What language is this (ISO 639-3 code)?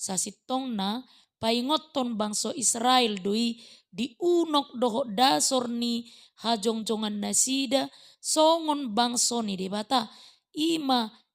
bbc